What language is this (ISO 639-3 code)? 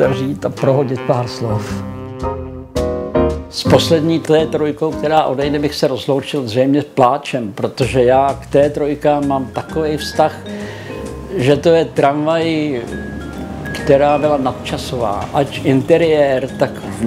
ces